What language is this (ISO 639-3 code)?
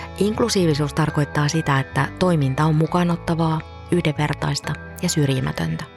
fin